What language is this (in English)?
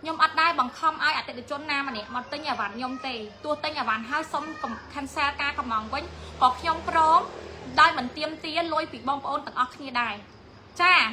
Khmer